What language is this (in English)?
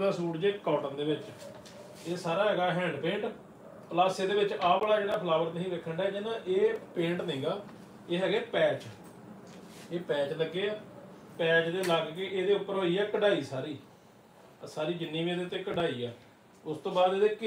Punjabi